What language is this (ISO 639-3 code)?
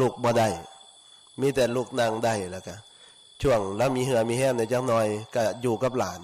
tts